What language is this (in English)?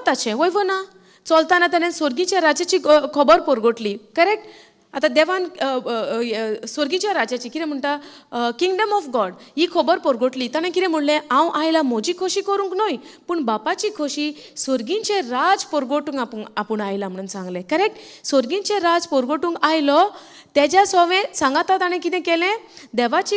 Konkani